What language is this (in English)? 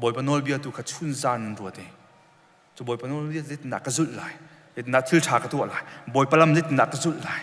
Hakha Chin